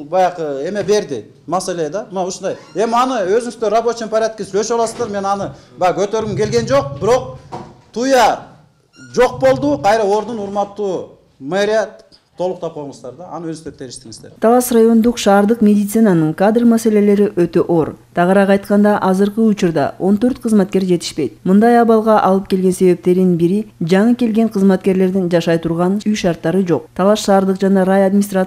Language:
Kyrgyz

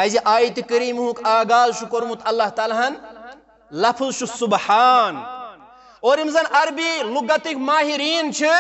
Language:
Kashmiri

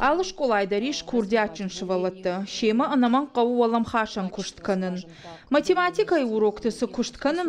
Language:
Ossetic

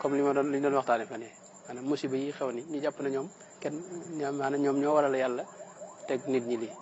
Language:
Wolof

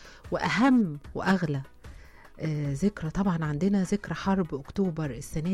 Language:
Egyptian Arabic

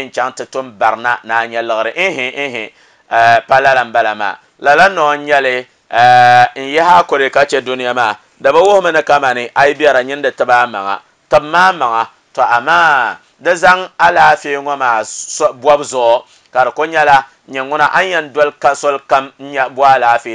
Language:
Dagbani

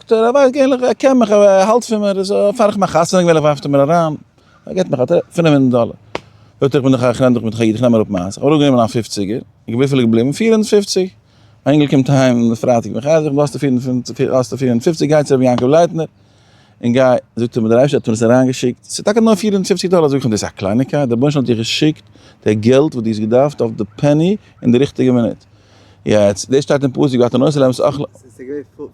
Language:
Yiddish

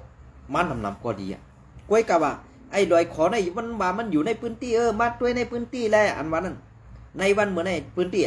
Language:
Shan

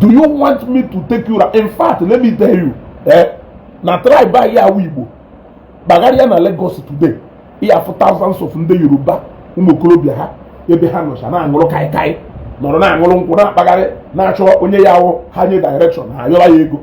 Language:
Igbo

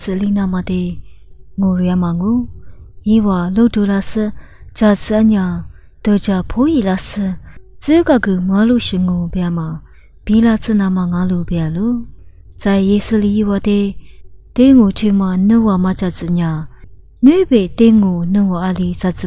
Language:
Lisu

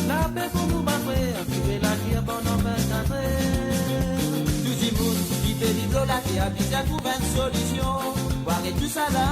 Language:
Morisyen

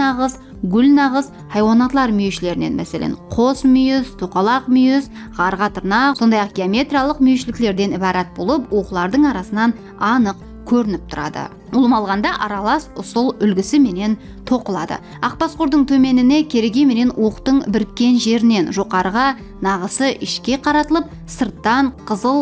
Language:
Kara-Kalpak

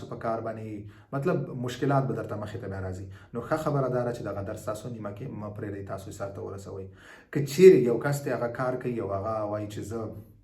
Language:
Pashto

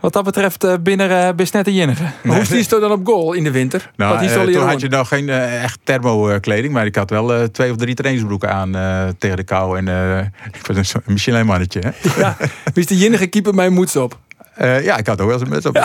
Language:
Western Frisian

